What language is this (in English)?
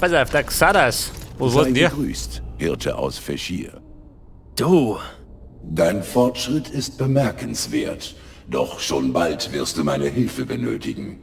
Bavarian